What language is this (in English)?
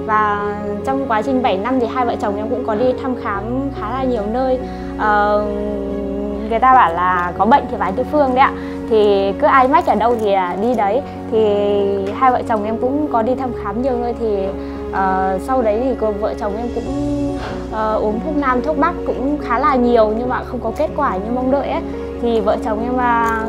Vietnamese